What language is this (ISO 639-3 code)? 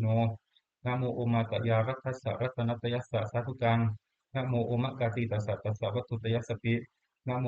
pli